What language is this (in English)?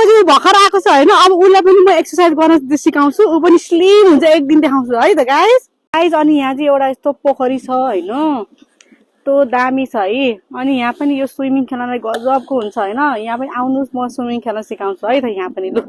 Nepali